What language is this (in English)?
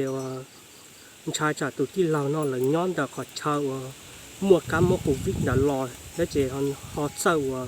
Hmong